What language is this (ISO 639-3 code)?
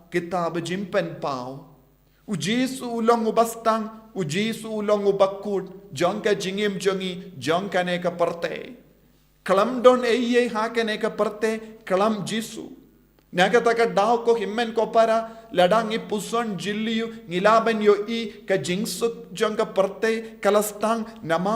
kha